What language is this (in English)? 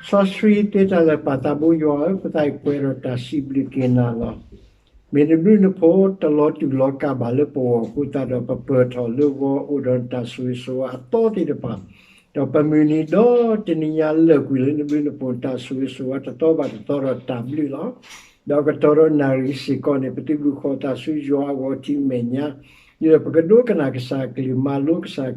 S'gaw Karen